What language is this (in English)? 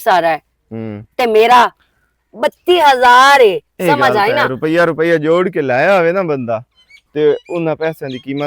Western Panjabi